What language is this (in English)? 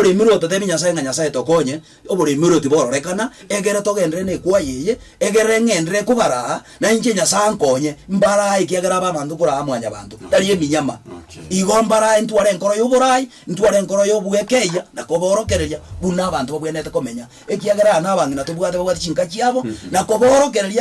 Gusii